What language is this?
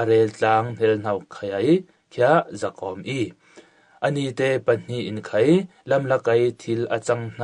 Falam Chin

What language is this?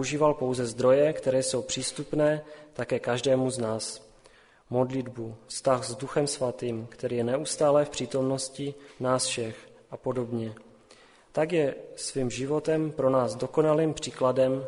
Czech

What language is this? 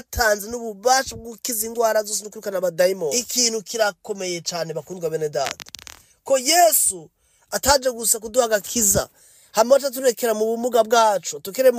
Rundi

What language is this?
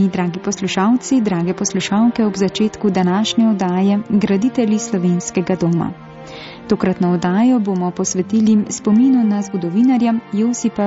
Slovenian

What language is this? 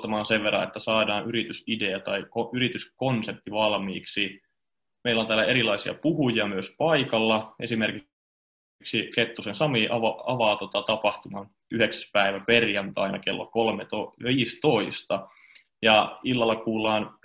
Finnish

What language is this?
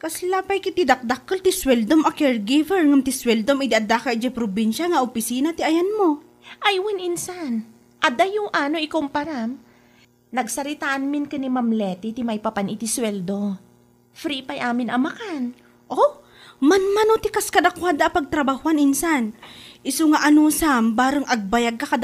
Iloko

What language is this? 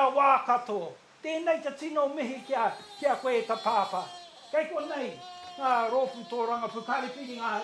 Māori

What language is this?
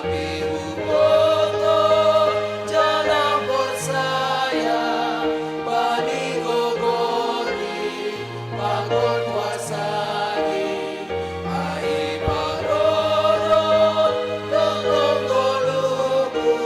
Batak Simalungun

